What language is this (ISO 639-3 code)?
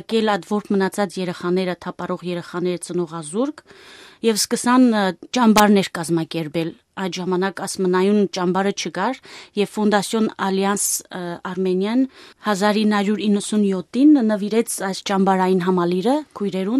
hyw